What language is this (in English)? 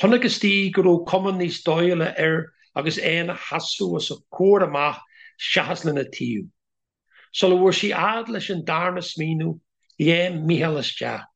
Irish